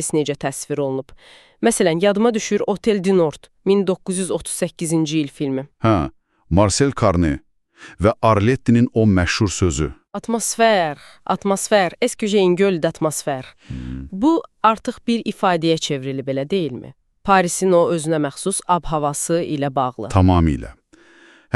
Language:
Azerbaijani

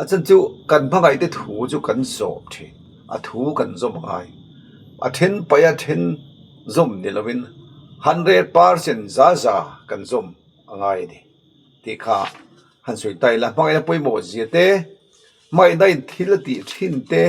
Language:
Mizo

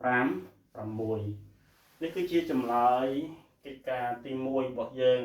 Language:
Khmer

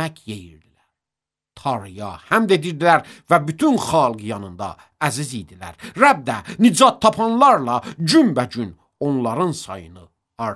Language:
Azerbaijani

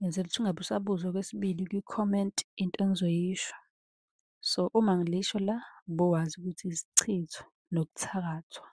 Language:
Zulu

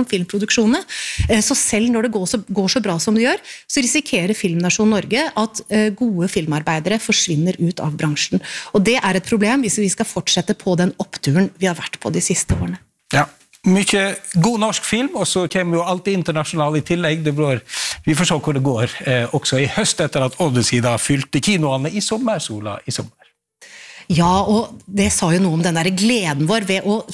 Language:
Norwegian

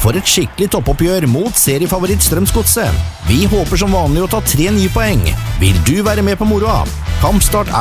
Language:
Norwegian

